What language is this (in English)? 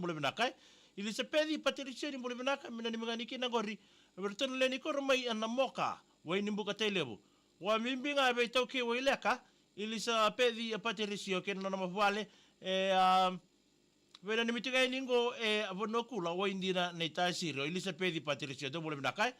Fijian